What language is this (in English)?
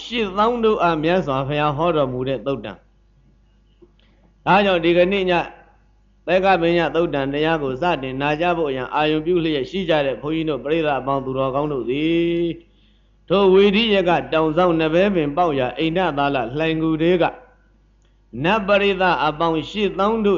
Burmese